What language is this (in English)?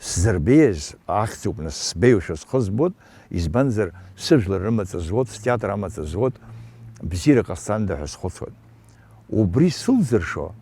Abkhazian